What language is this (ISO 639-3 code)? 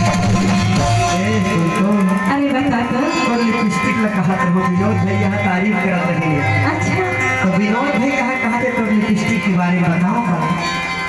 hne